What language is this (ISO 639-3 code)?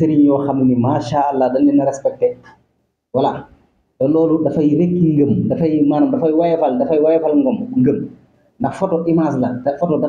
wol